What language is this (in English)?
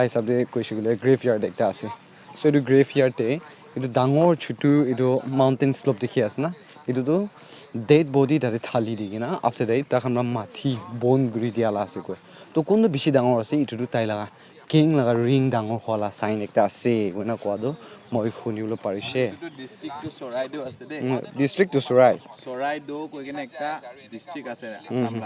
Naga Pidgin